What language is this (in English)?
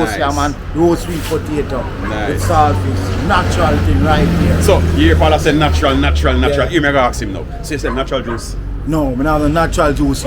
Jamaican Creole English